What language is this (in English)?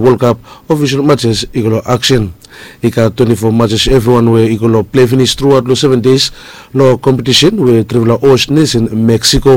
Bislama